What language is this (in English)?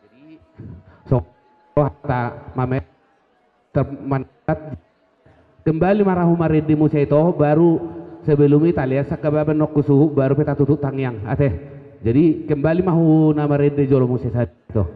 Batak Karo